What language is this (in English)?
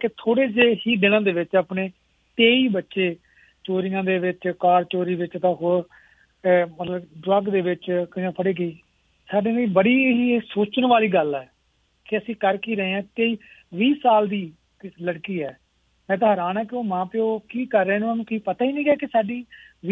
Punjabi